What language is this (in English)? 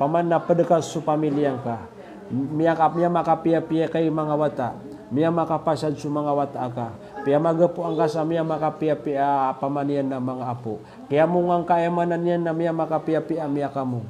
Maranao